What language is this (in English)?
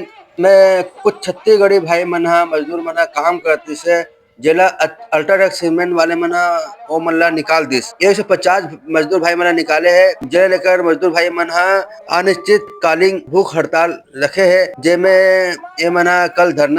Chhattisgarhi